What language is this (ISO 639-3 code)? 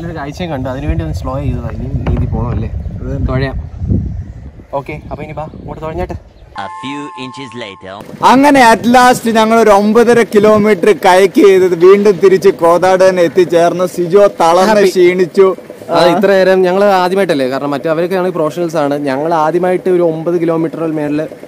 mal